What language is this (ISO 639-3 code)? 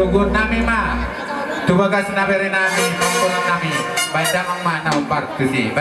bbc